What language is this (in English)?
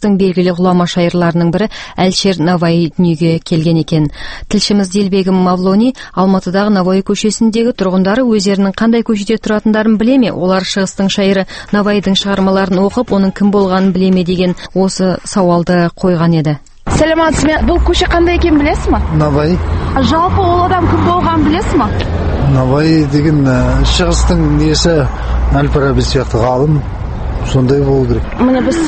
Kazakh